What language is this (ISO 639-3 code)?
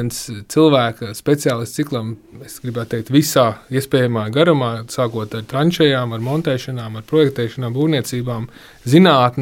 lav